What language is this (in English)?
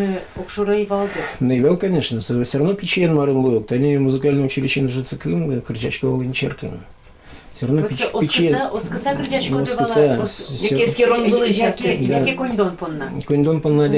Udmurt